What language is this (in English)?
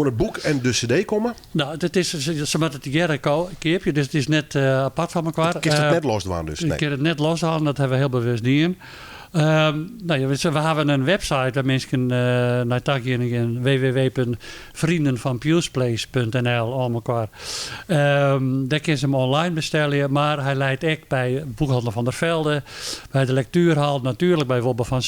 Western Frisian